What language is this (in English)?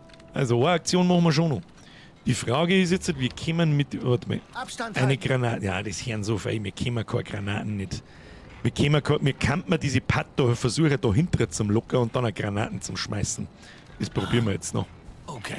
Bavarian